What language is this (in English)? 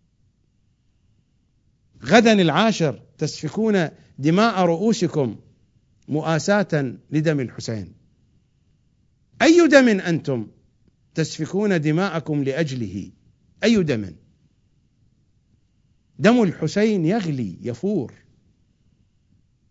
Arabic